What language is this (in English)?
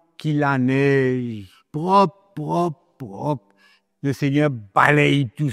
Morisyen